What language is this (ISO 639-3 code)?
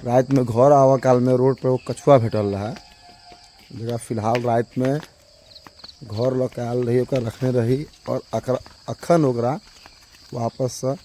mai